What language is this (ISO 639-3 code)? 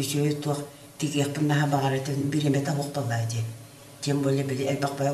sah